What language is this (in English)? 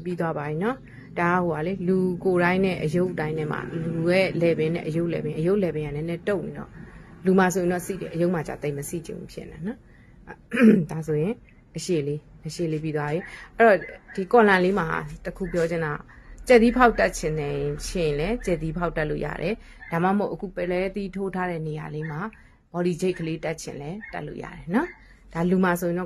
Burmese